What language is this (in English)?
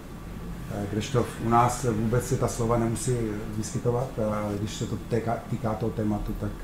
Czech